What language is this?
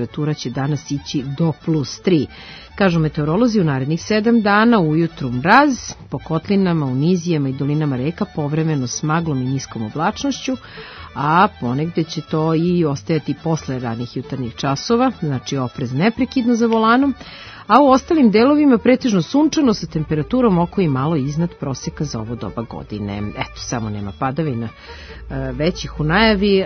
Serbian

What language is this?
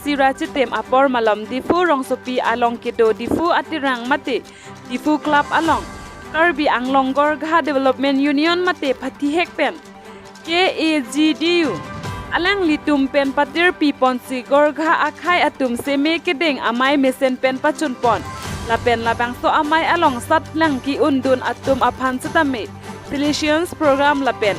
Karbi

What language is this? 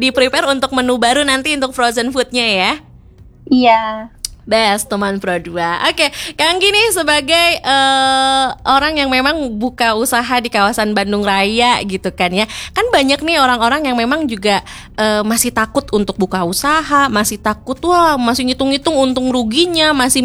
Indonesian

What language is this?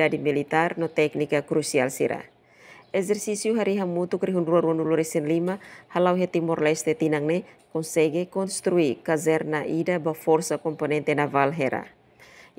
Tetum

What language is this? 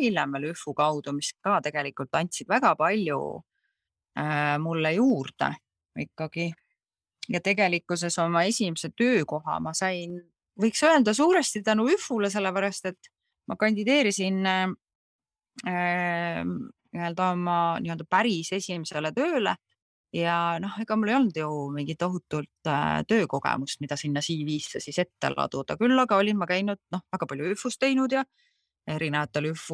Estonian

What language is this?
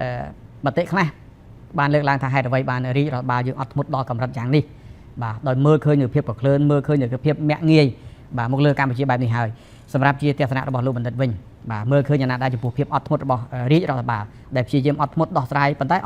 Khmer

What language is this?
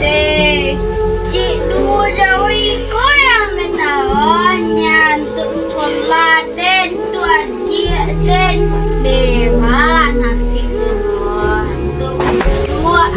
Minangkabau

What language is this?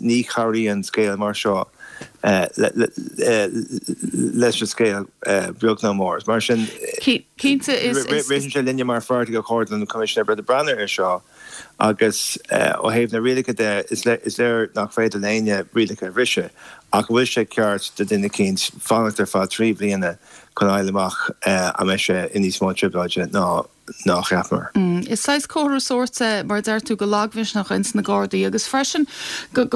Irish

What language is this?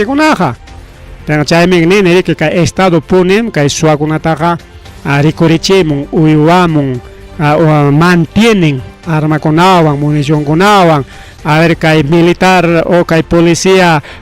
Ayacucho Quechua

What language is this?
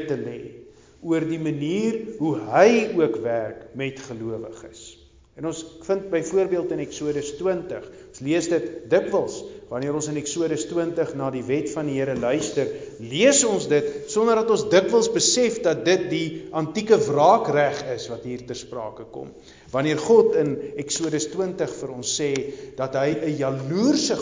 Afrikaans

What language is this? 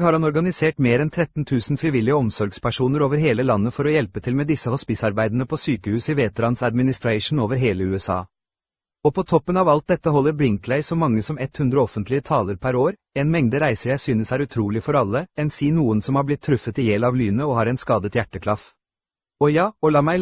Norwegian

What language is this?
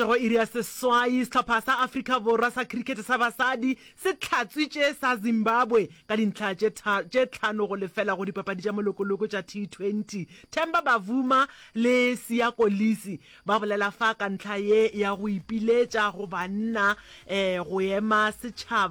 Northern Sotho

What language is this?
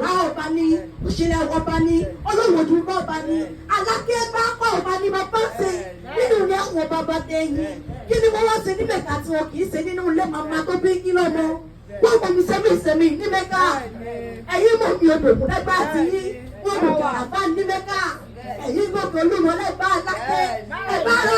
Yoruba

